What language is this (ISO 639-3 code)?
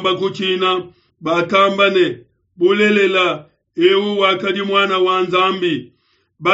lua